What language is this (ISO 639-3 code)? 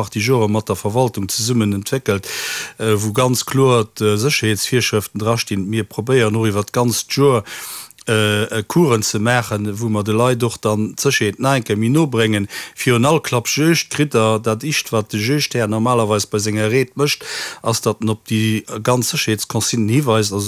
ltz